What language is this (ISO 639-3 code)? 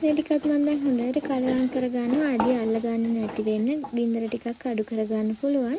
sin